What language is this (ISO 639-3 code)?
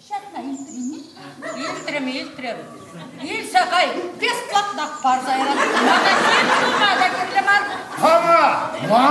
chv